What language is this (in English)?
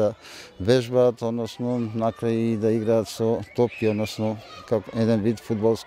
Macedonian